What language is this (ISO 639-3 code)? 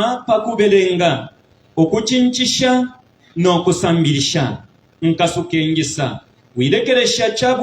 bem